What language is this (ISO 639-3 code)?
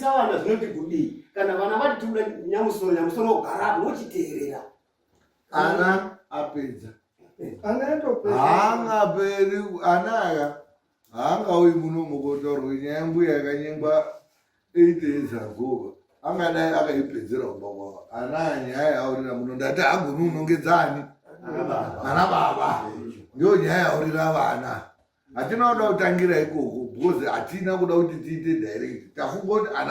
sna